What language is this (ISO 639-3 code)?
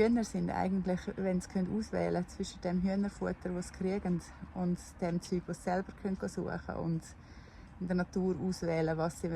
gsw